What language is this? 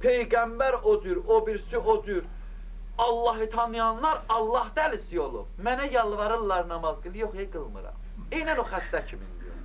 Azerbaijani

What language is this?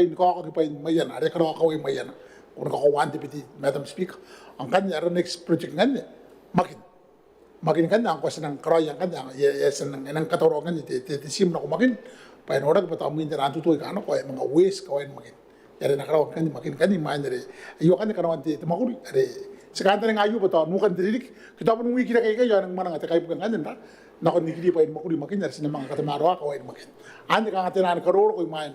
Gilbertese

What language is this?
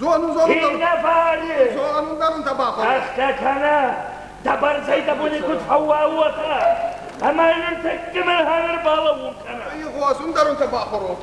Ossetic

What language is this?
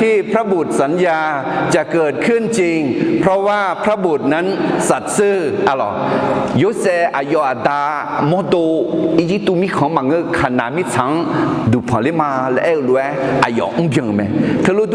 Akha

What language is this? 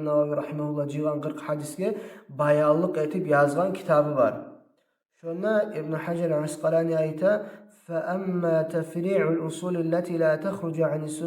Kumyk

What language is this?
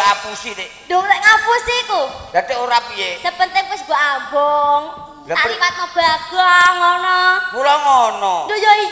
Javanese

